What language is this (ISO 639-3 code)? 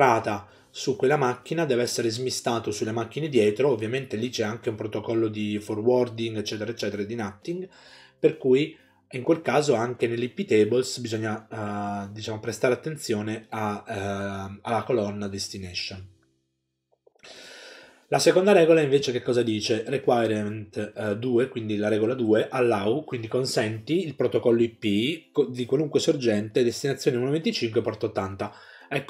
ita